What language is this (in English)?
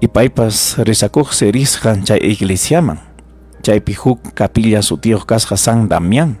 Ayacucho Quechua